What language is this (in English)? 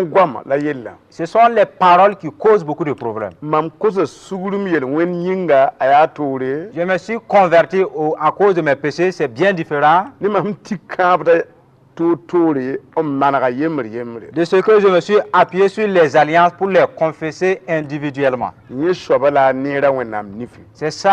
Mossi